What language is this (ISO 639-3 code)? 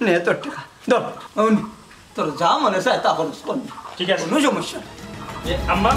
syl